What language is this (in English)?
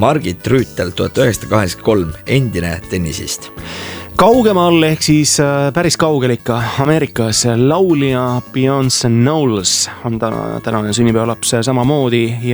Estonian